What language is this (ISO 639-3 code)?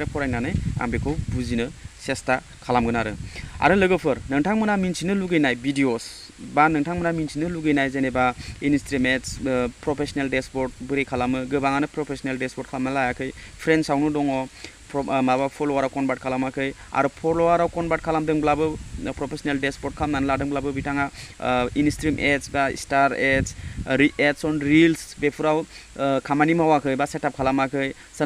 brx